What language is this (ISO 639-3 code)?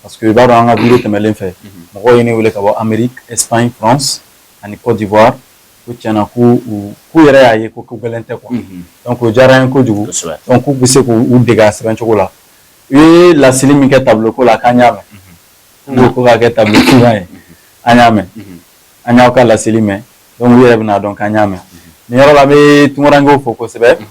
bam